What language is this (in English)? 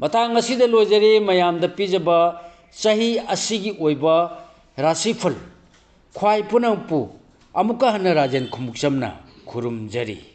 Manipuri